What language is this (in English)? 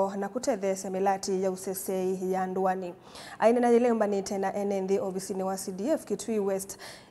Kamba